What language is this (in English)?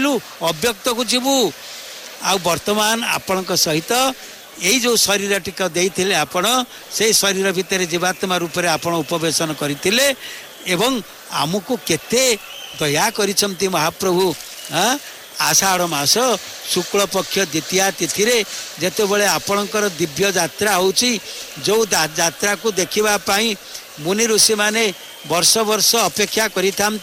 Odia